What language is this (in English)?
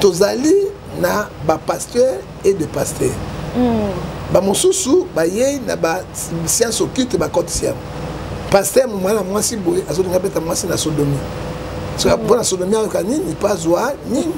Lingala